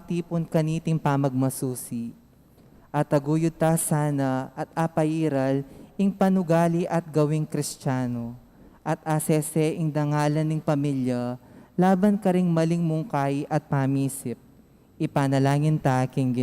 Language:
Pampanga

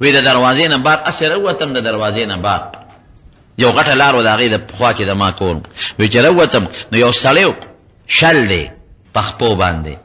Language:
Pashto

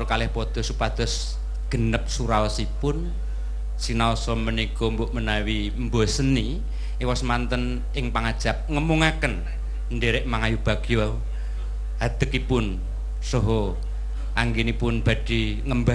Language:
Javanese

